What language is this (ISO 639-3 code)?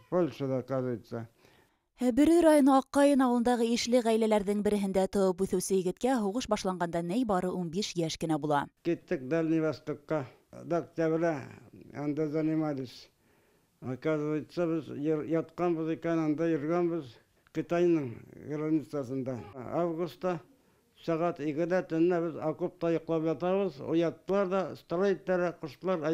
bak